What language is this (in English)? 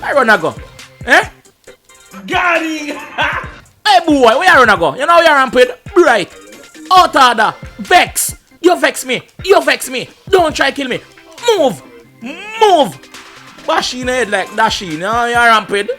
Jamaican Creole English